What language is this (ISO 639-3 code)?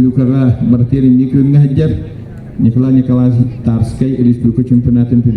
sah